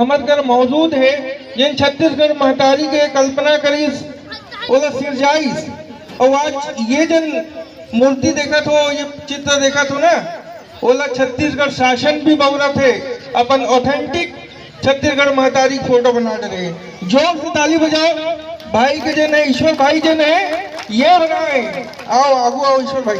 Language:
Chhattisgarhi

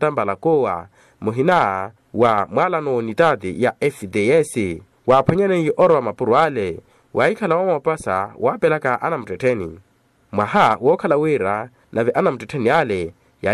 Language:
Makhuwa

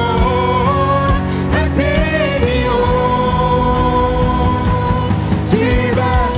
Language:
Plautdietsch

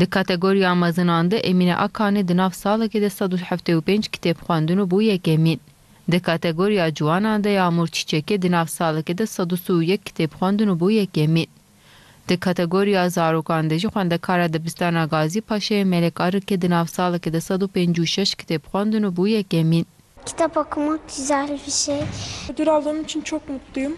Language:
Kurdish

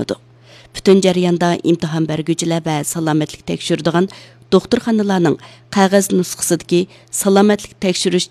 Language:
Uyghur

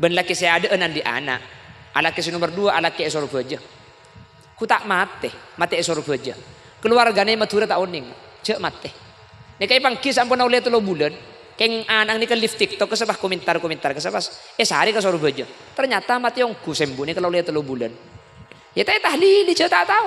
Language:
Madurese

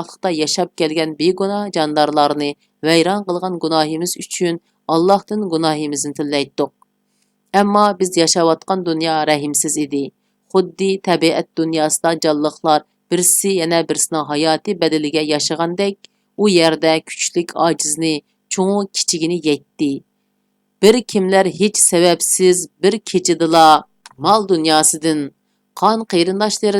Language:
Uyghur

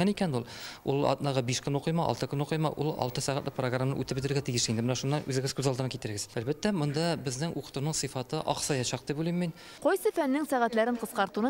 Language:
Tatar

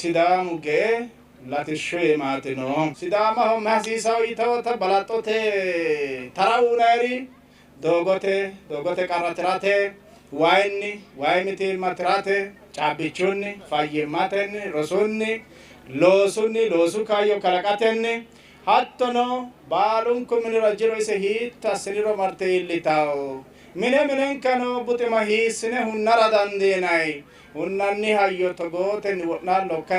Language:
Sidamo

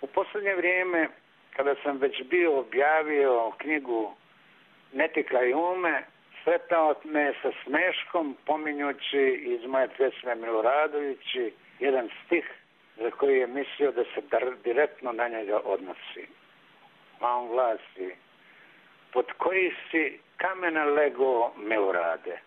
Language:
Serbian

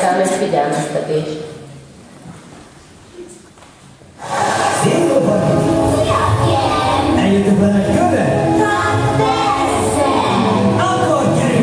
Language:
Hungarian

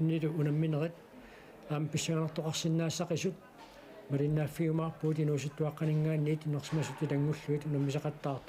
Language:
Kalaallisut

